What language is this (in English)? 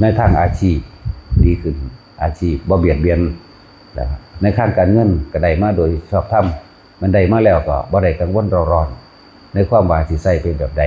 Northeastern Thai